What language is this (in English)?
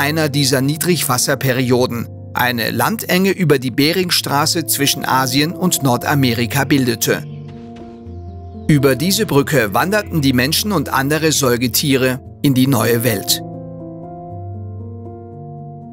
German